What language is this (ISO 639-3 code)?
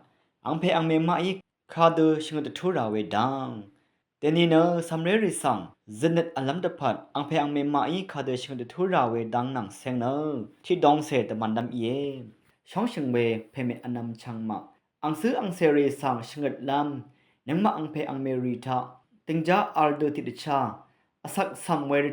raw